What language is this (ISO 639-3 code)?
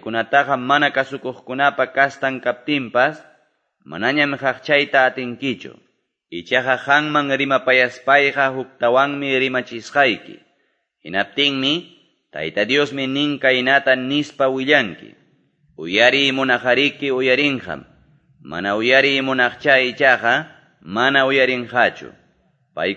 que